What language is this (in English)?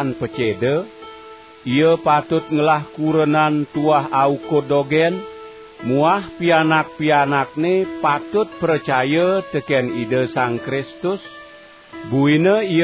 Balinese